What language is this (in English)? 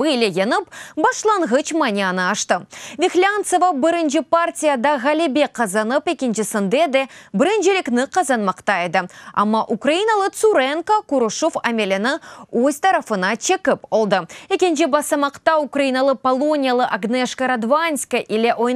Crimean Tatar